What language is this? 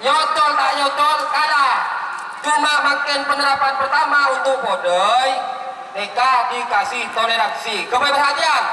Madurese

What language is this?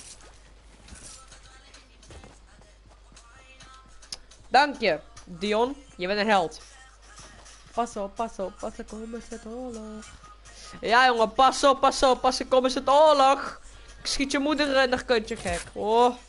Dutch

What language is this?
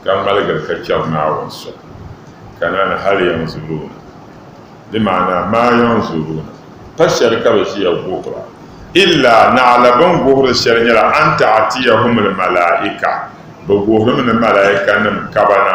Dagbani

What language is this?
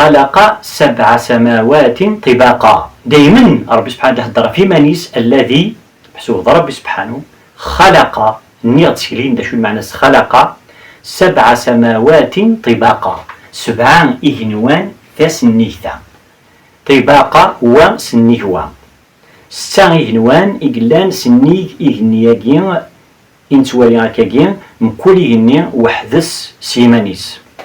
Kabyle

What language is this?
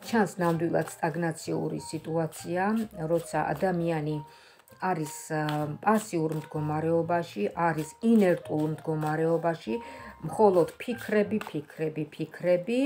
Georgian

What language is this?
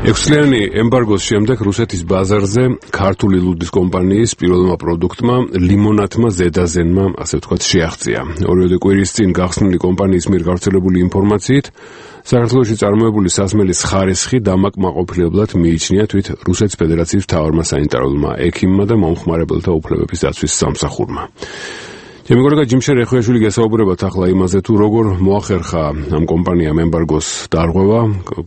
Georgian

